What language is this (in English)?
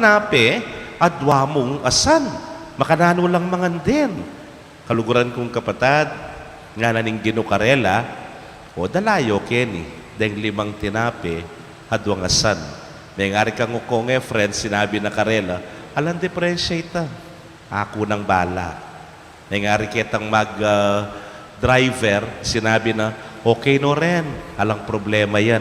Pampanga